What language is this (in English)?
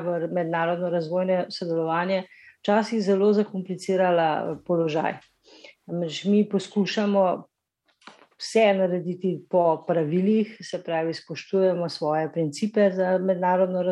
Slovenian